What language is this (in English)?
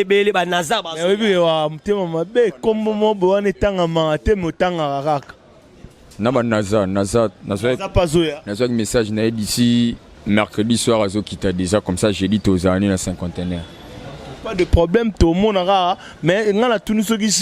Lingala